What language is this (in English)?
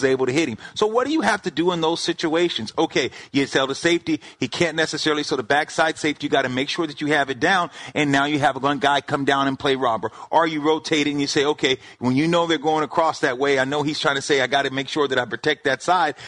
English